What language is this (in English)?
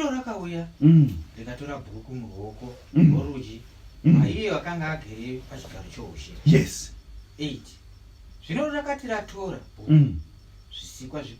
Shona